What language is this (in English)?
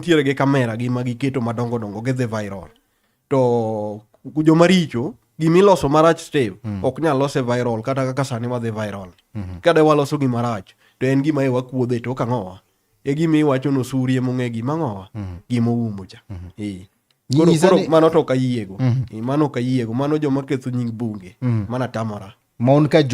Luo (Kenya and Tanzania)